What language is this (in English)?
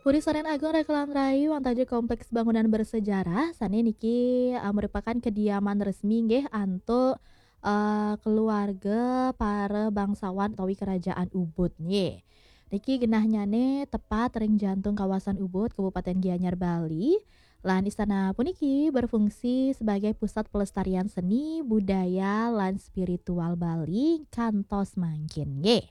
Balinese